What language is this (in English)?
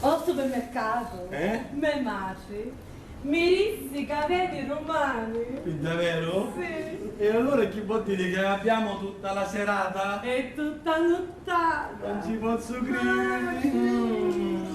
Sicilian